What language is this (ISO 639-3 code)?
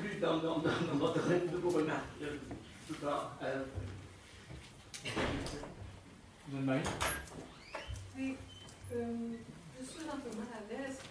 fra